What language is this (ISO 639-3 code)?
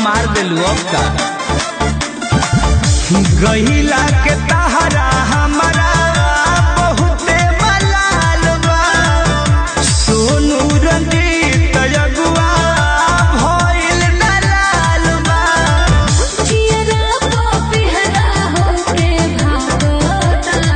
bho